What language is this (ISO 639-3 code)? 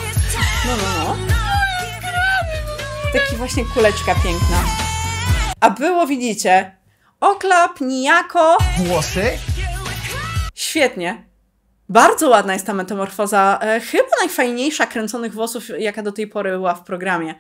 pol